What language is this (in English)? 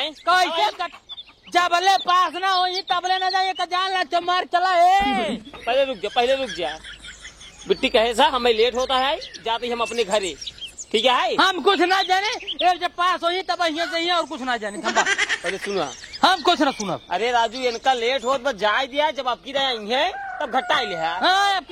Awadhi